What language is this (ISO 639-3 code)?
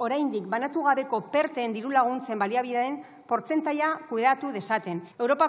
eus